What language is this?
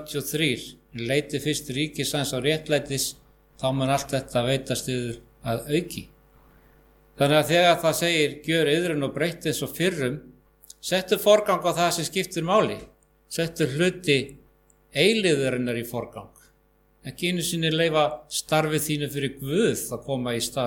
Icelandic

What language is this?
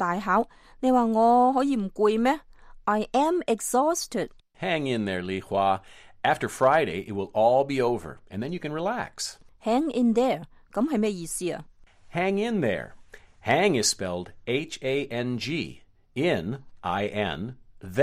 Cantonese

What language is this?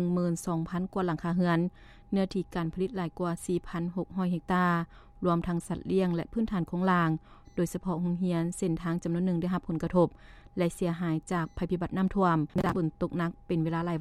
Lao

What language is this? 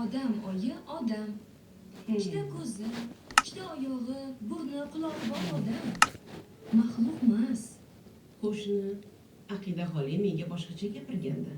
Uzbek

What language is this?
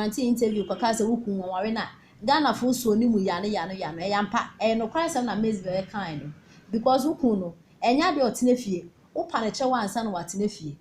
Akan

